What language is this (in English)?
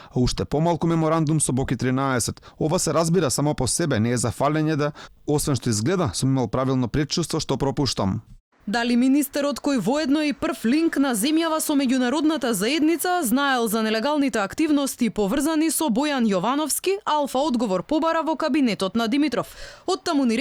Macedonian